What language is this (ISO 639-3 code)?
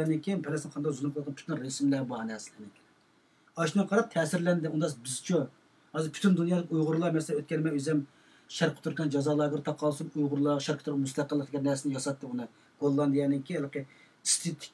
uig